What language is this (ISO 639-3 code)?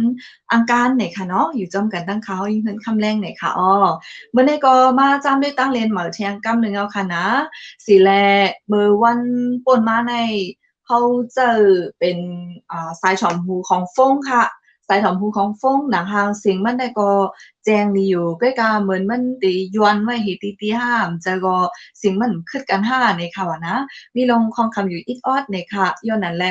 shn